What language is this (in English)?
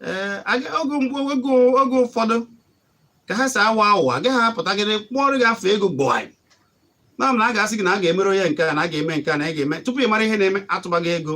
Igbo